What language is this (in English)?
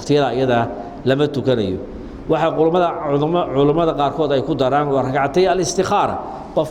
Somali